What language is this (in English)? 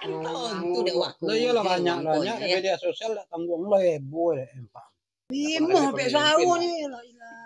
Minangkabau